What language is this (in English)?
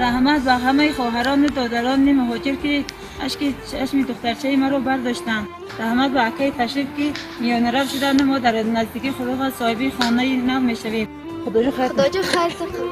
Tajik